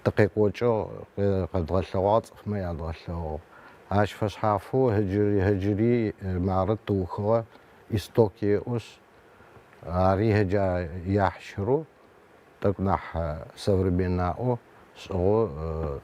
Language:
Adyghe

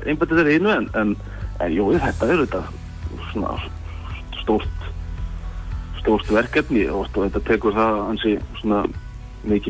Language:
Icelandic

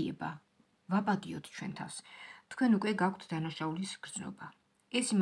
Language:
Georgian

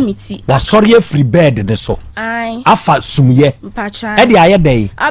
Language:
Akan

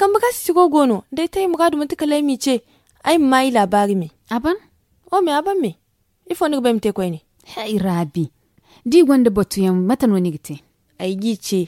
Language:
Zarma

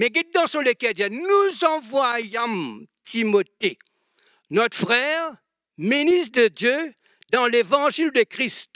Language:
Morisyen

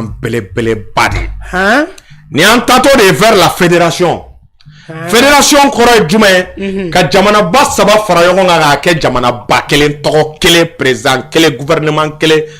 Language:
Bambara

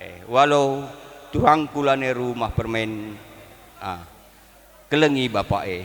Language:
Batak Karo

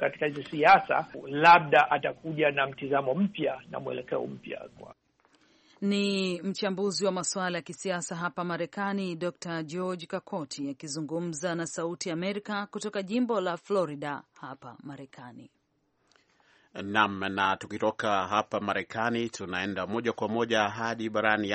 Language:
Swahili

